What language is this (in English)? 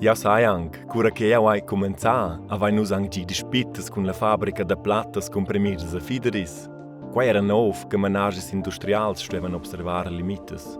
Romansh